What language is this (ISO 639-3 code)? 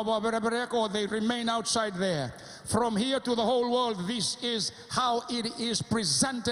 fij